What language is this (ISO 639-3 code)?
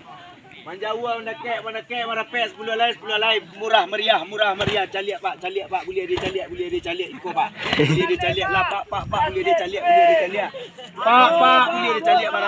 min